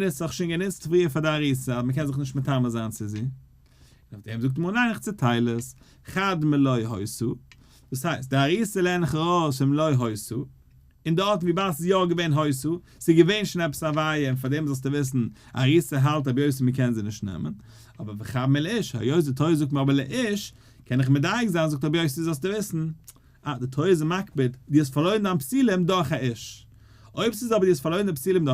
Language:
Yiddish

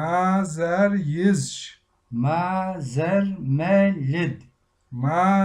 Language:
Kabardian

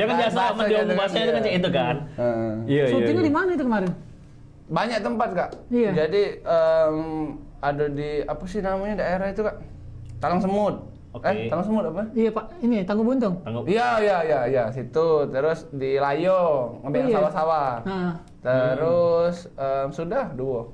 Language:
Musi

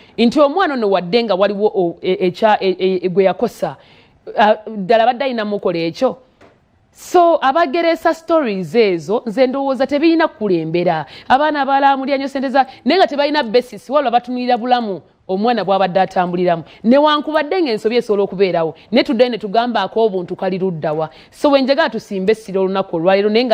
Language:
Ganda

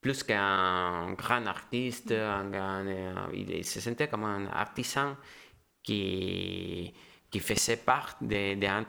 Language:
French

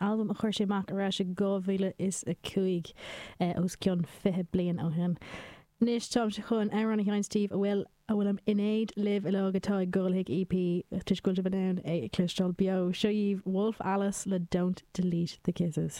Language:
Irish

